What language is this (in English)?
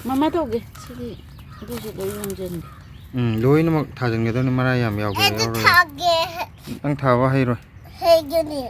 Manipuri